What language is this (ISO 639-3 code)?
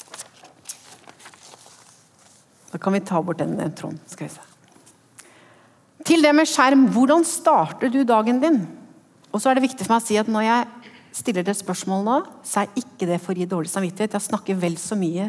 nor